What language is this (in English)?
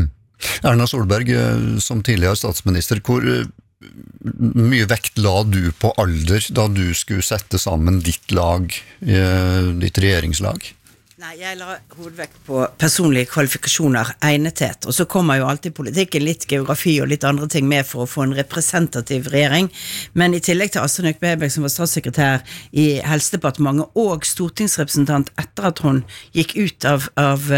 Norwegian